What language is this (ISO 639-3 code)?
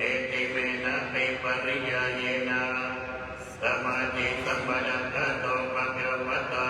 pli